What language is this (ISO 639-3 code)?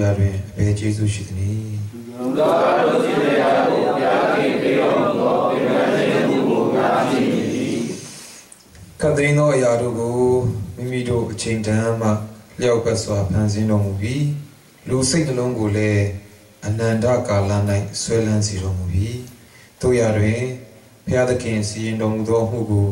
mya